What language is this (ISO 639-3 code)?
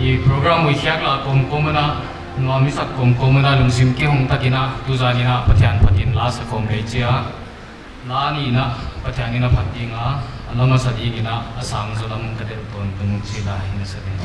pck